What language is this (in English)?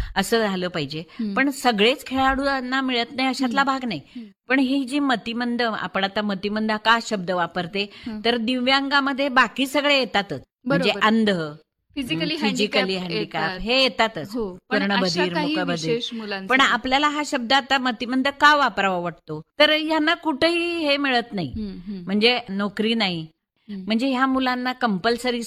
Marathi